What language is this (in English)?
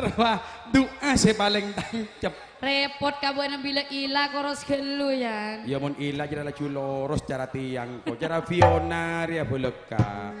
Madurese